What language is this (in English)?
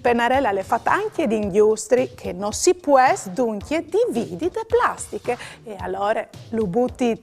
Friulian